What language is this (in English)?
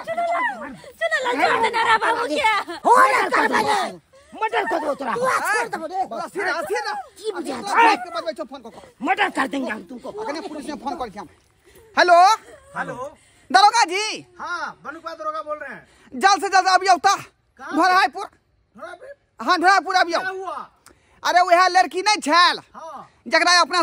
Maithili